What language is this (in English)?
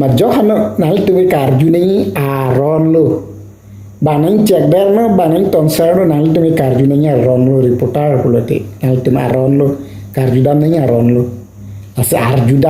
Karbi